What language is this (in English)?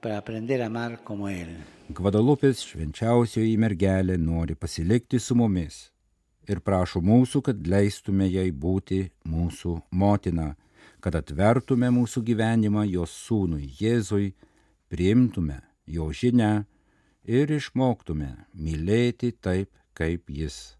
Lithuanian